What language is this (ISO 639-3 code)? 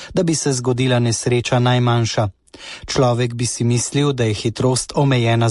slv